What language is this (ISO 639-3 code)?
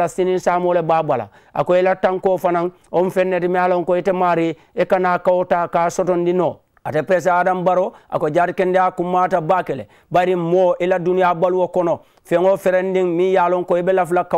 man